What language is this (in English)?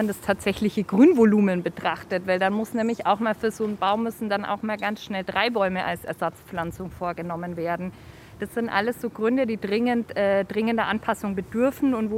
German